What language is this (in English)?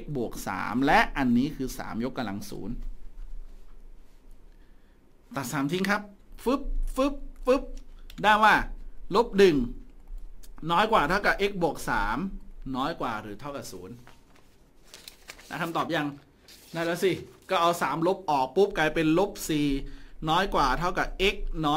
Thai